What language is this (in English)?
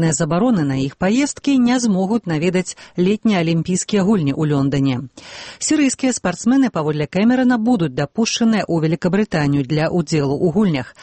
Belarusian